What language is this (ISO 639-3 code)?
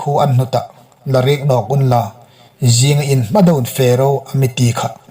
hmr